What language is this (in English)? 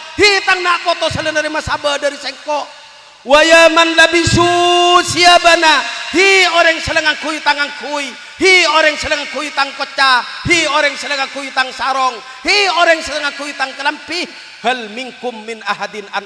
Madurese